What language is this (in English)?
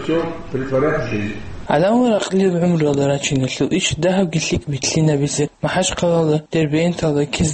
Avaric